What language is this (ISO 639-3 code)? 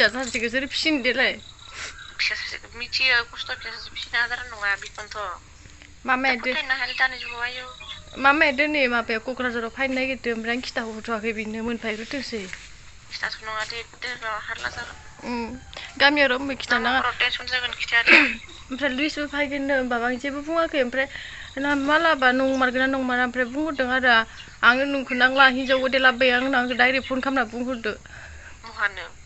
brx